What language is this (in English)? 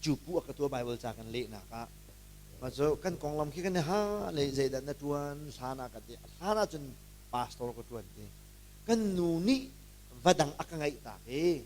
Hakha Chin